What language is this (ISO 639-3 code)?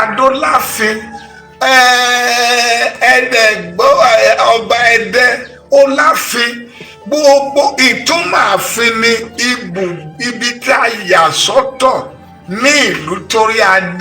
yor